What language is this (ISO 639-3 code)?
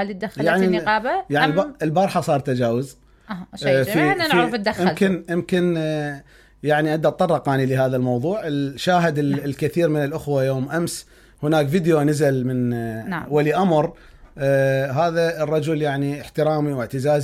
acm